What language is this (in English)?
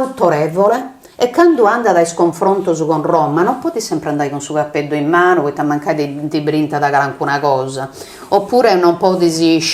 Sardinian